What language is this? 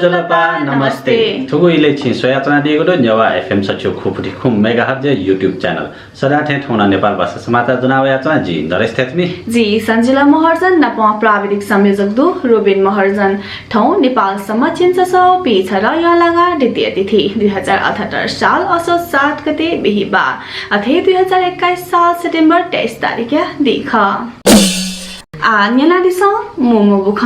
Newari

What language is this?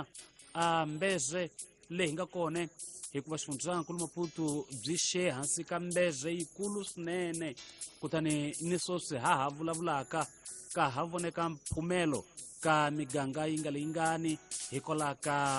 Tsonga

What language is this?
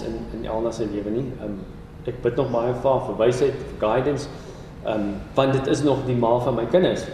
Afrikaans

